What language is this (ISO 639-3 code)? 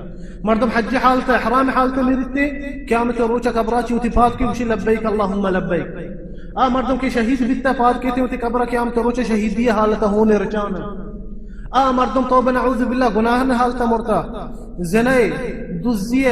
bal